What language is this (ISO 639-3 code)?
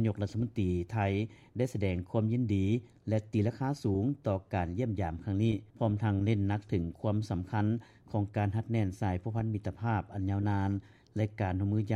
lao